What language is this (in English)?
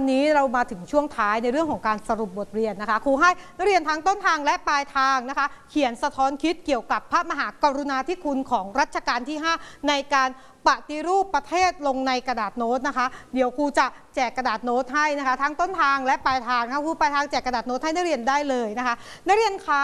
Thai